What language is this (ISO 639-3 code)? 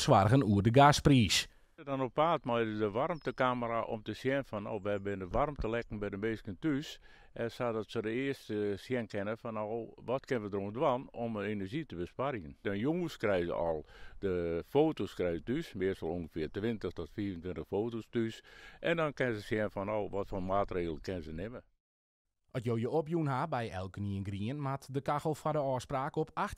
fry